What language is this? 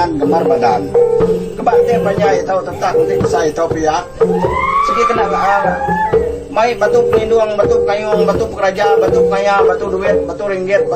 Iban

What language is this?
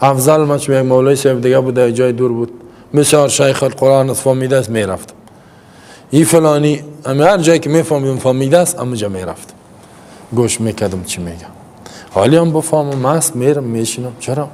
Persian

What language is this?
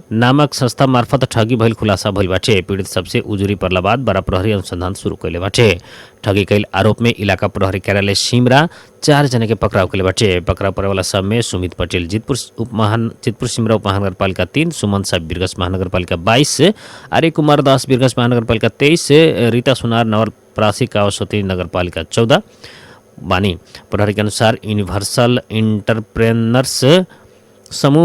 Bhojpuri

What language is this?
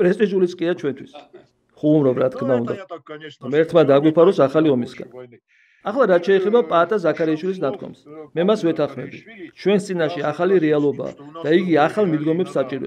Georgian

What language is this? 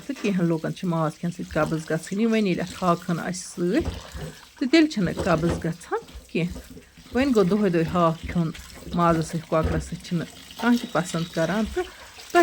Kashmiri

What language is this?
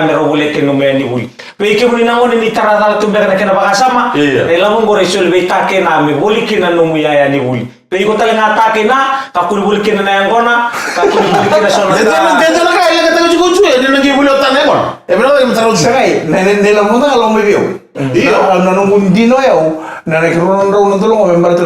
Fijian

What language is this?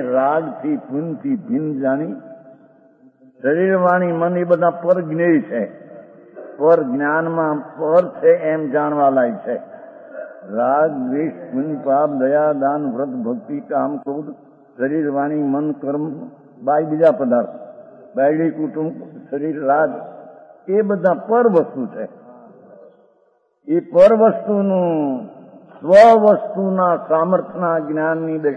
Gujarati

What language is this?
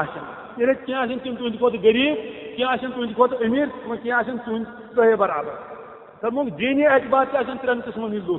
Kashmiri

